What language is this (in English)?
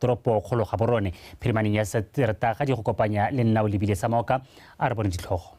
Tswana